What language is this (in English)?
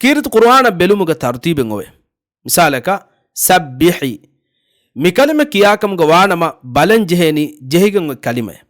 Divehi